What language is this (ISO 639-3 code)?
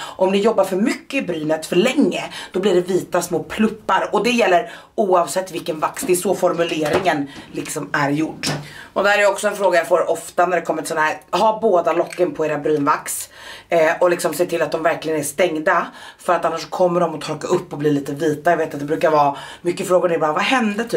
swe